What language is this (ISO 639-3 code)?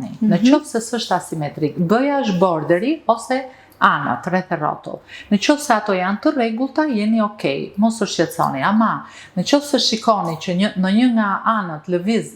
sqi